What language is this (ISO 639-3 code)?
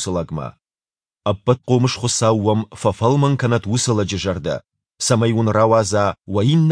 oss